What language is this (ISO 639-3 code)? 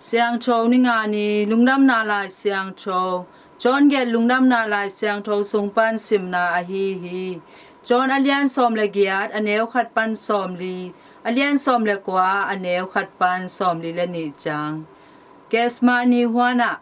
ctd